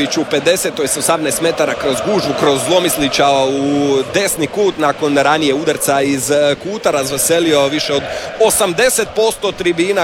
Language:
Croatian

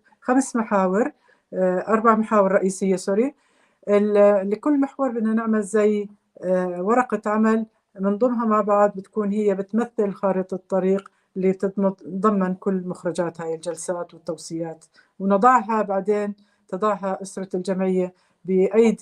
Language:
North Levantine Arabic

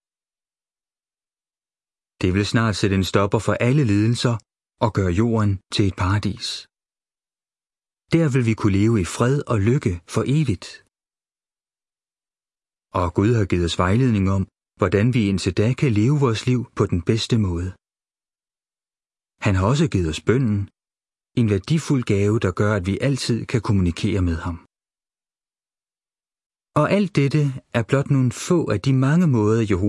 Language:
Danish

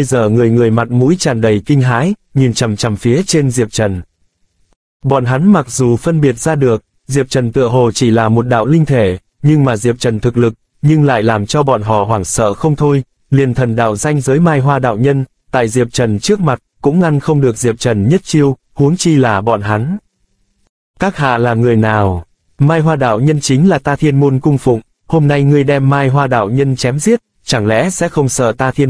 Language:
Vietnamese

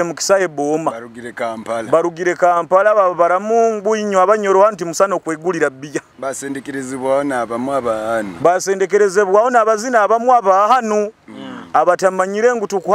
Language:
Nyoro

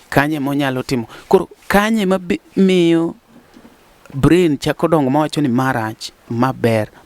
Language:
Luo (Kenya and Tanzania)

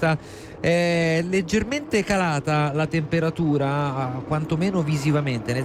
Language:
Italian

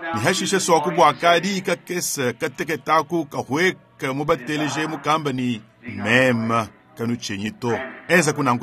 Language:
Luba-Lulua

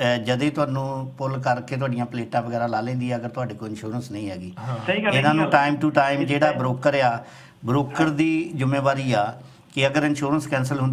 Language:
Punjabi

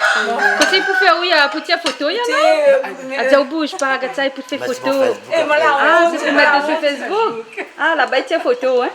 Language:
Réunion Creole French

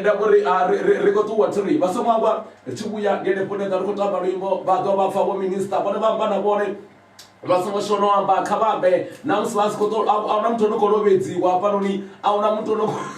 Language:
Venda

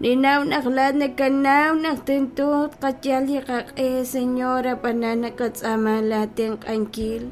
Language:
Kekchí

